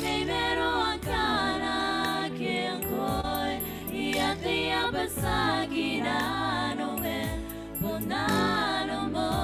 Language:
Gilbertese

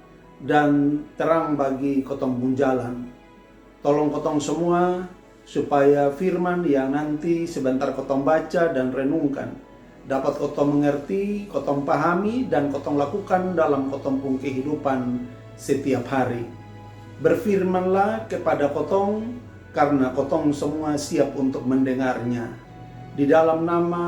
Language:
Kupang Malay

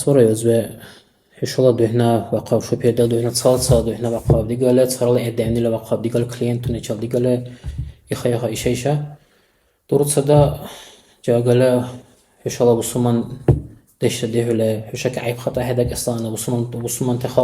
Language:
Dargwa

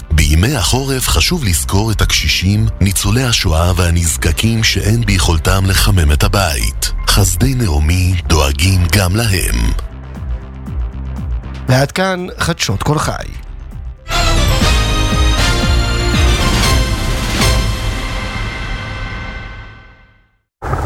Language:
Hebrew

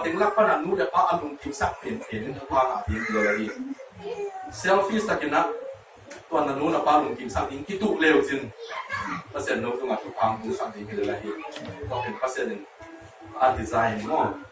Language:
Tedim Chin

